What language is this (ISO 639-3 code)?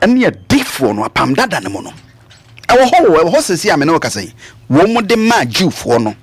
aka